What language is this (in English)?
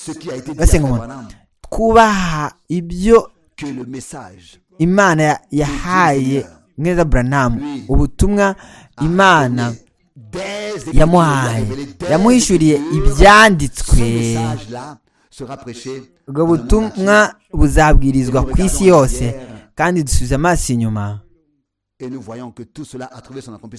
Kinyarwanda